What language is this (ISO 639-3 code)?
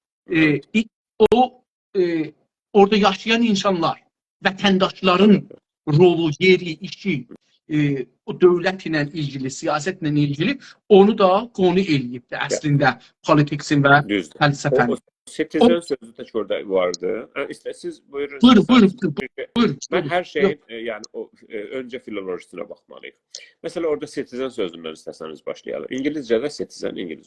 azb